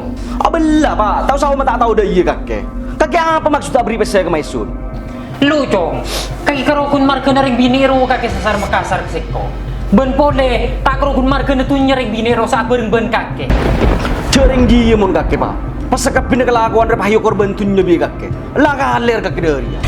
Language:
Madurese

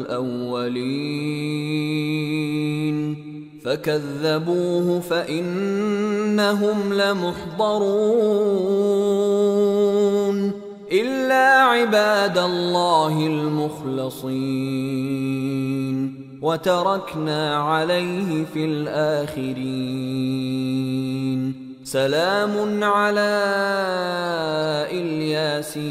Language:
Arabic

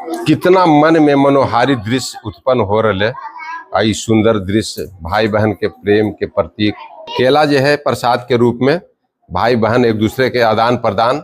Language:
Magahi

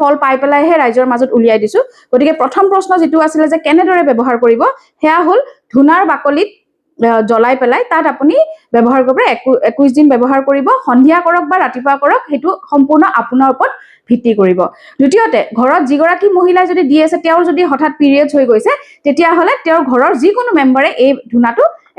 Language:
Assamese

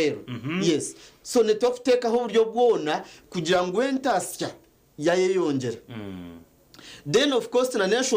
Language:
Nyankole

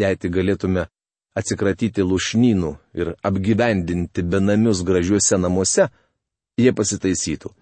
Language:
Lithuanian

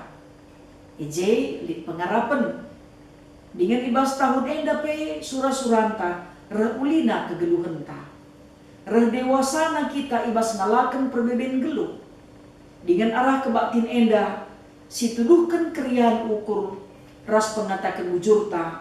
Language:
Batak Karo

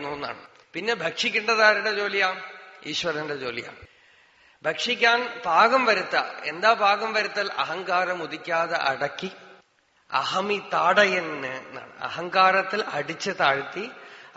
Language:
Malayalam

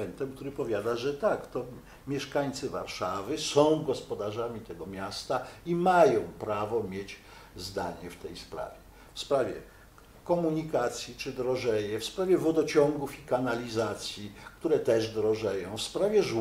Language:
Polish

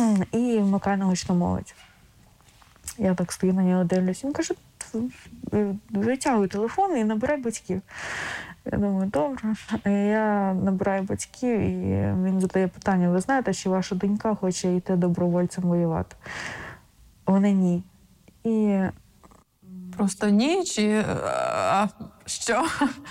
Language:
Ukrainian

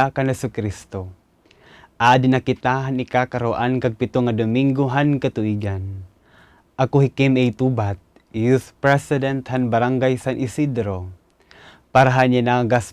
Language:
Waray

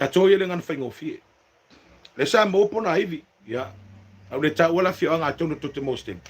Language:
Samoan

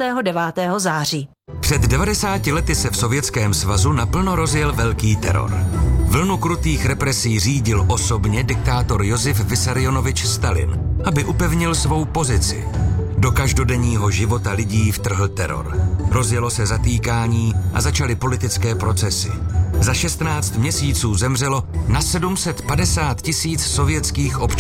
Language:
Czech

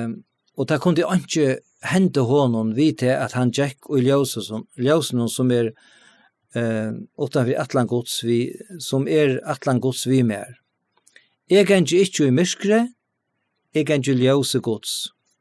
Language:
Faroese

